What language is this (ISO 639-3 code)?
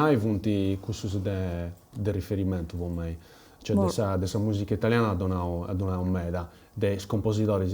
srd